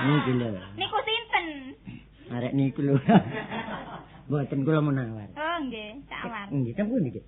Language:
Javanese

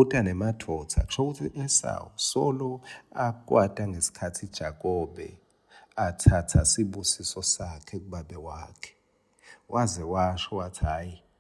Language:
Swati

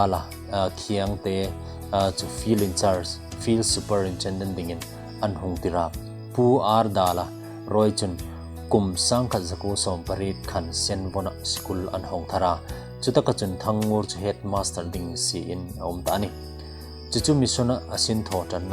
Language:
Hmar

